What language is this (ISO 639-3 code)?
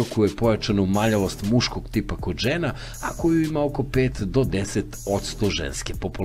srp